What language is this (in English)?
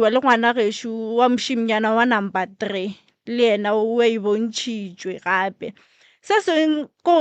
Northern Sotho